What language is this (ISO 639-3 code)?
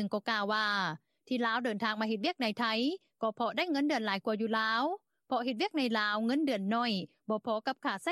lao